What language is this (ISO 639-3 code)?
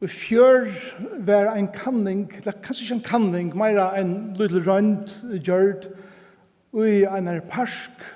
fao